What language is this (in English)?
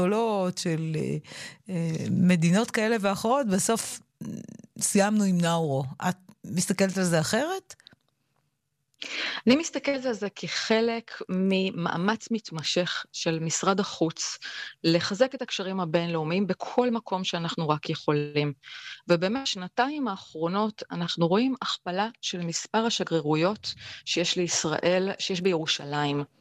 Hebrew